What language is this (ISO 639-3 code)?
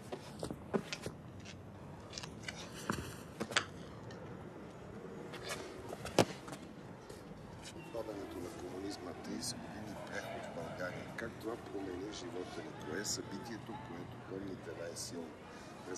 bul